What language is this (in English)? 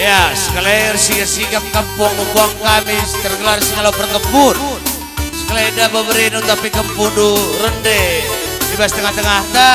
Batak Karo